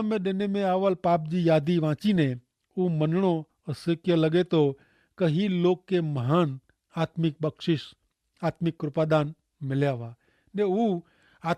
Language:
Kachhi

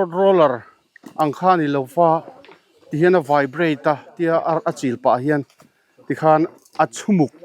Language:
Mizo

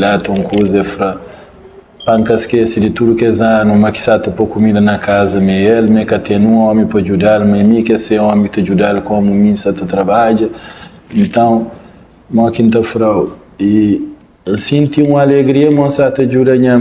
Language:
Kabuverdianu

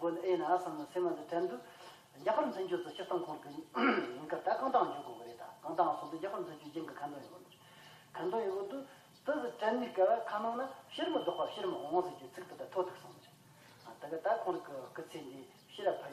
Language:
Amdo Tibetan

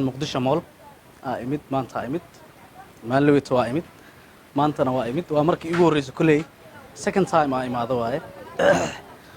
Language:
Somali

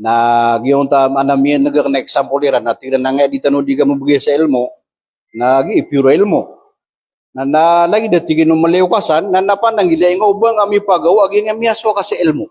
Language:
Maranao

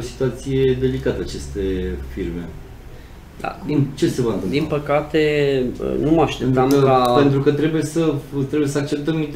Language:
Romanian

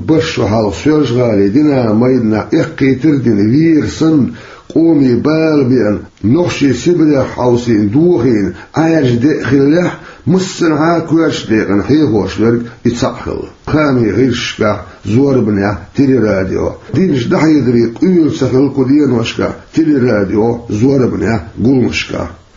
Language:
Chechen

